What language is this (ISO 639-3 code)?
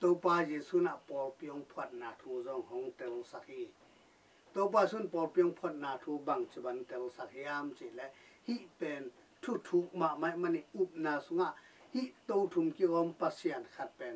ctd